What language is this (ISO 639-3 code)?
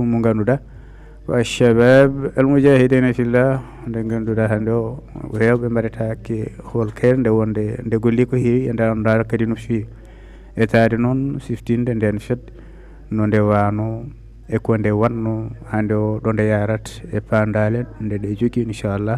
ful